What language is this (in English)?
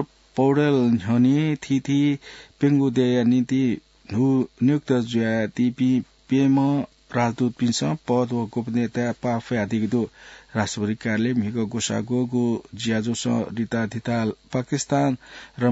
Newari